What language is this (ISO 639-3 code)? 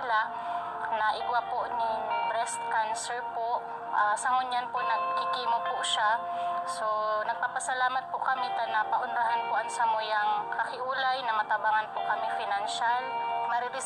bik